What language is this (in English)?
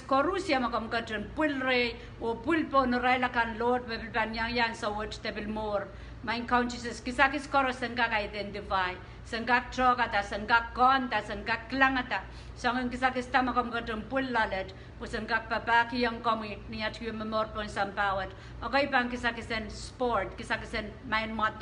Pohnpeian